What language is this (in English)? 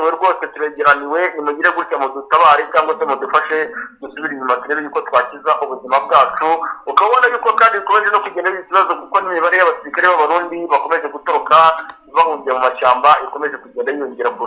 Kinyarwanda